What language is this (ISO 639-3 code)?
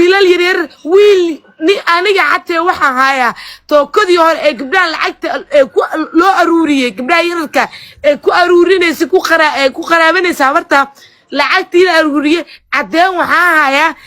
som